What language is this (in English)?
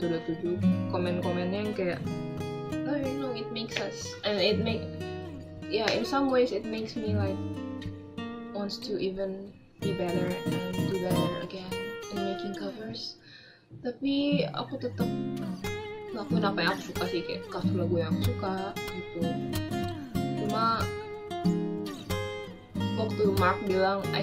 Indonesian